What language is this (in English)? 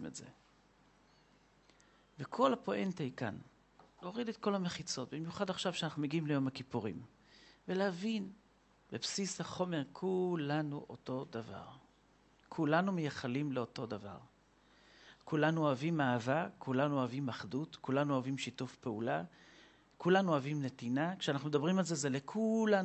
Hebrew